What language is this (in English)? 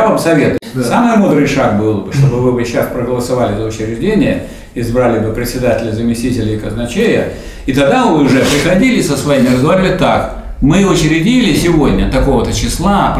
Russian